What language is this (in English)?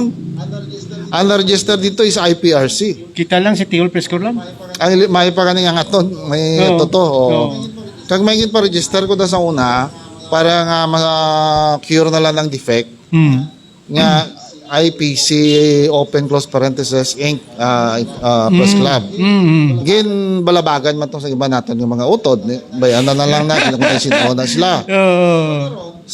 Hiligaynon